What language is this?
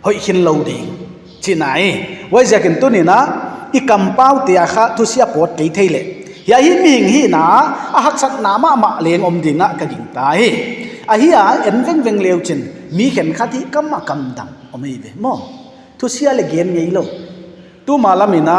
Paite Chin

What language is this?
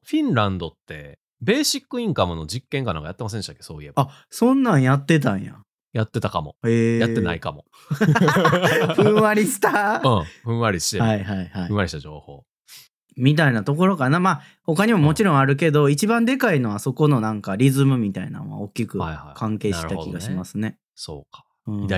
Japanese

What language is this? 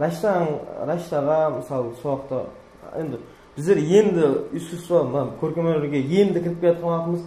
Kara-Kalpak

